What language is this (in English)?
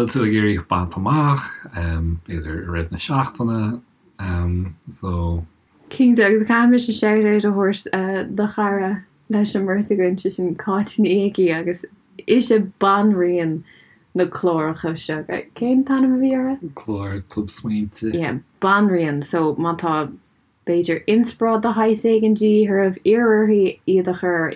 Irish